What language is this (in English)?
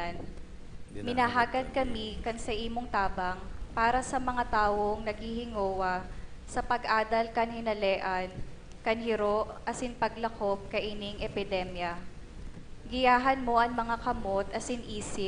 Bikol